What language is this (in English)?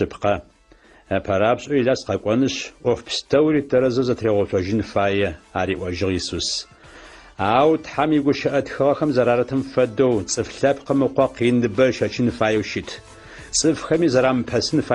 Adyghe